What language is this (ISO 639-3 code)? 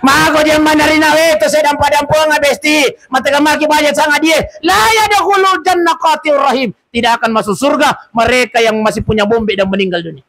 bug